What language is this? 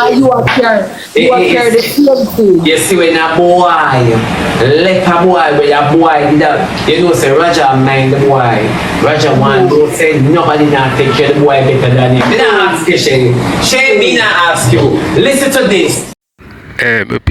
Jamaican Creole English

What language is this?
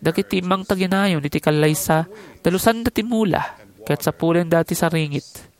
Iloko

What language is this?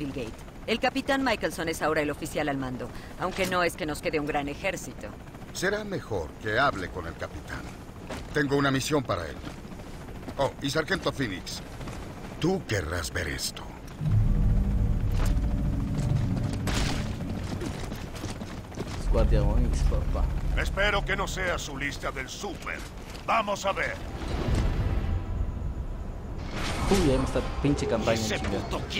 Spanish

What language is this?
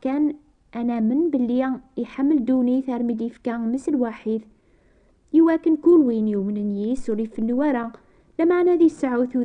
Kabyle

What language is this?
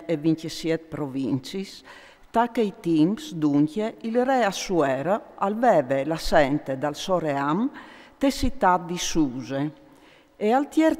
Friulian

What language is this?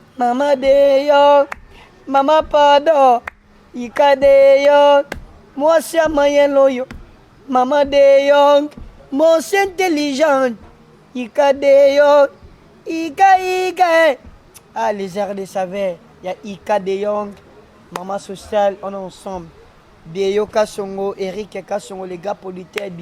Lingala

